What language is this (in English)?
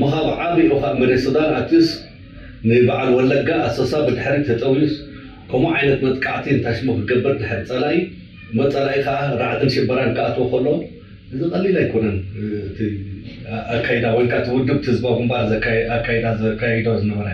Tigrinya